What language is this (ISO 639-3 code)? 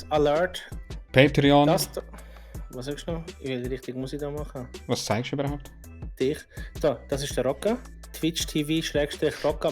gsw